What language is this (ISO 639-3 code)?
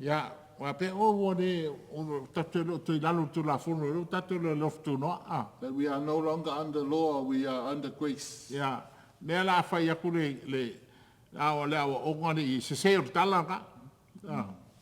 smo